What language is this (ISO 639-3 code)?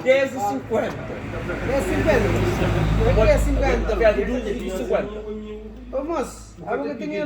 kea